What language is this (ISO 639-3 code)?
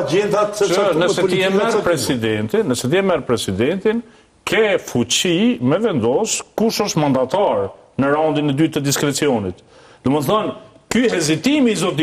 sqi